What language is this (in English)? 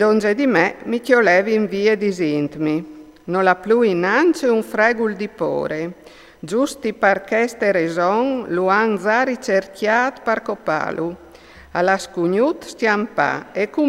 Friulian